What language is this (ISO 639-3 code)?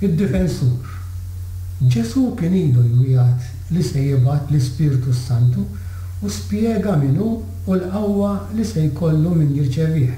mlt